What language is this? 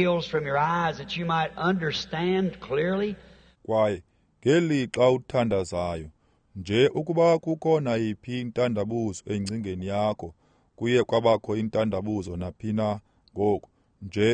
Xhosa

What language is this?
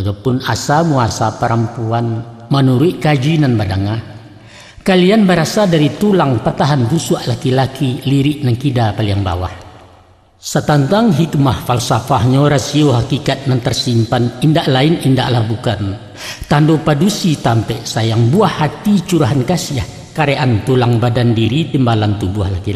Minangkabau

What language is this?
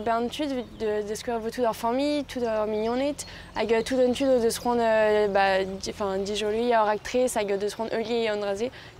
Breton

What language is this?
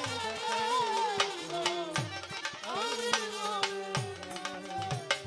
Bangla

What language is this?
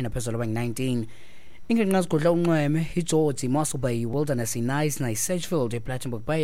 Xhosa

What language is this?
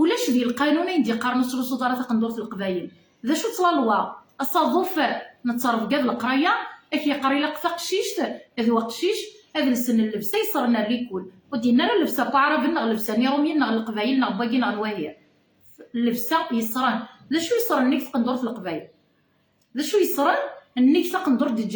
Kabyle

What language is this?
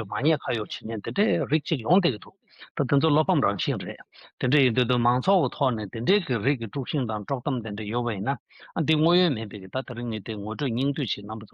Tibetan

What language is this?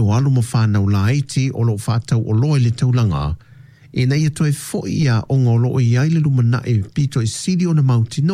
Samoan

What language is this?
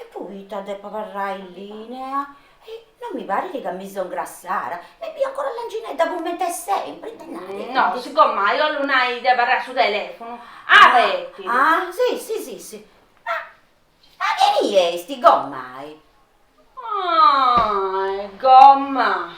Sardinian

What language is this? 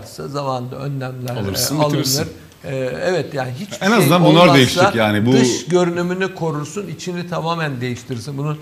Turkish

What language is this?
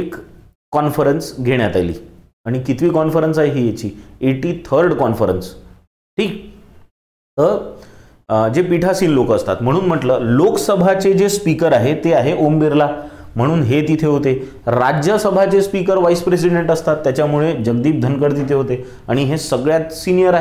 Marathi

